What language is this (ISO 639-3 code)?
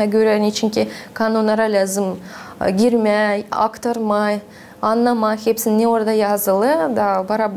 gag